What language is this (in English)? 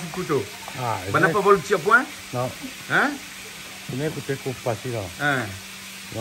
Réunion Creole French